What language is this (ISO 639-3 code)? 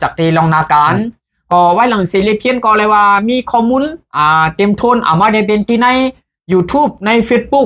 shn